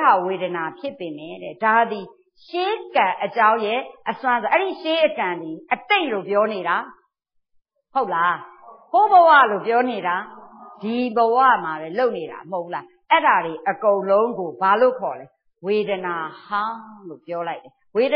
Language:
Burmese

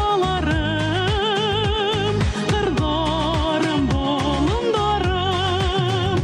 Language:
Bashkir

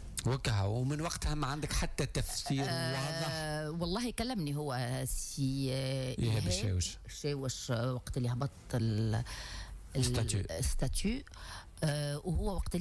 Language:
Tunisian Arabic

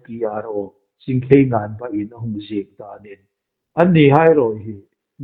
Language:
Hmar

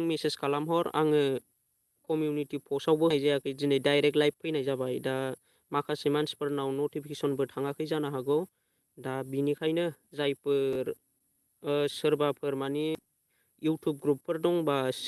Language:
Bodo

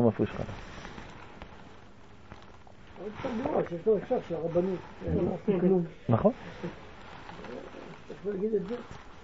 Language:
Hebrew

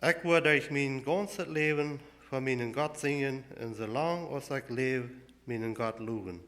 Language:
Plautdietsch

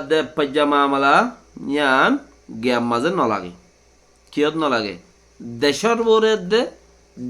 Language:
Rohingya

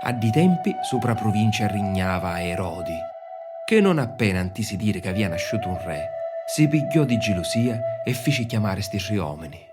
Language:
Sicilian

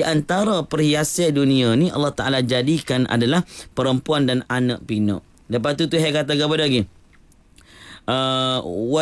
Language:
Malay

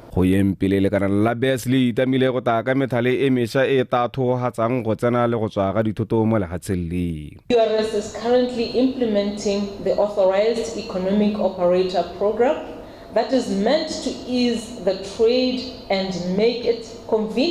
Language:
Tswana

